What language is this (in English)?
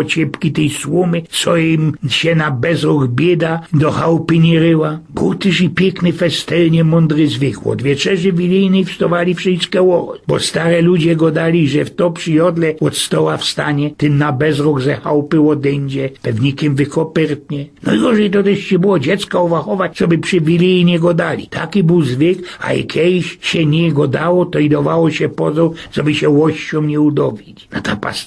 Silesian